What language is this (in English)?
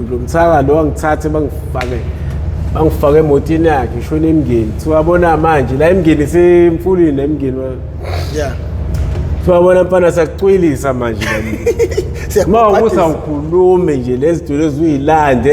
Zulu